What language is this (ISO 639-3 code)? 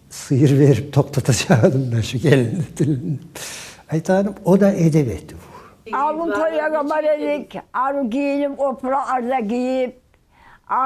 kum